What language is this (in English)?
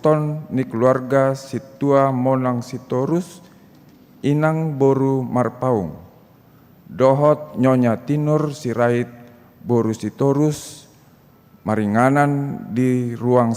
Batak Toba